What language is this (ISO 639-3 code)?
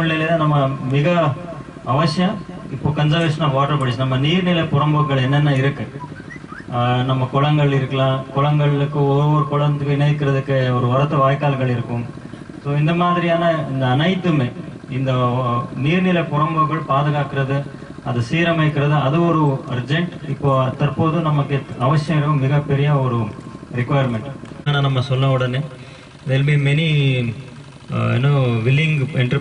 tam